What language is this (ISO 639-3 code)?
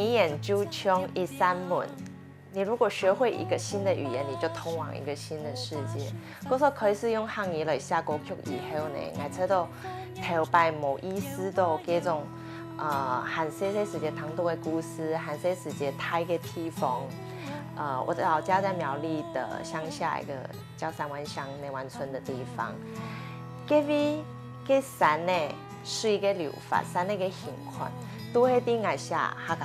hak